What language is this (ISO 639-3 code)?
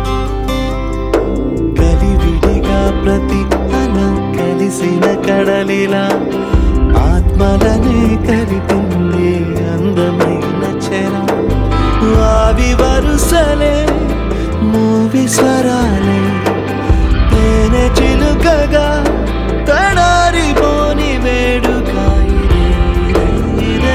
tel